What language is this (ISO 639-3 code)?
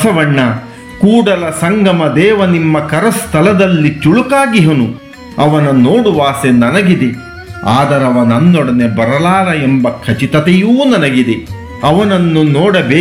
kan